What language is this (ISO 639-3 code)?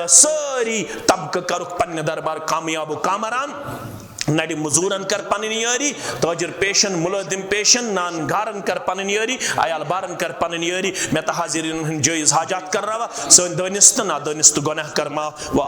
kas